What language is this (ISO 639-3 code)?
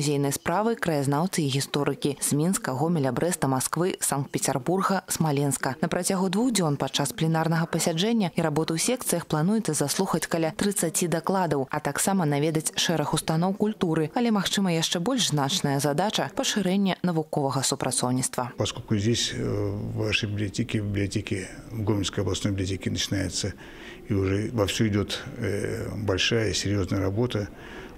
bel